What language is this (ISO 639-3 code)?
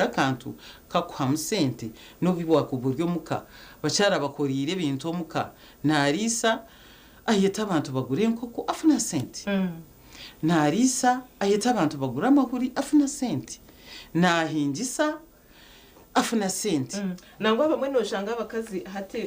nyn